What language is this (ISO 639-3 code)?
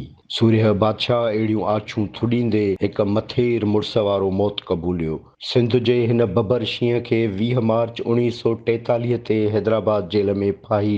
snd